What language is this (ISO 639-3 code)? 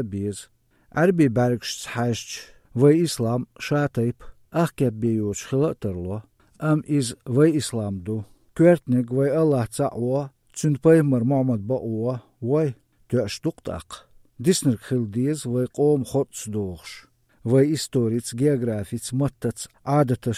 che